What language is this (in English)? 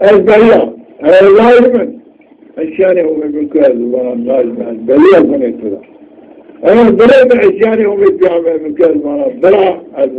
Zaza